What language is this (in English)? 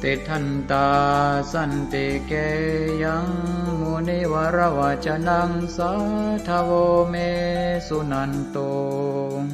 Pali